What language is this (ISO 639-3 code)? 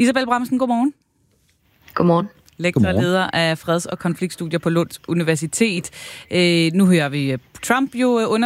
dan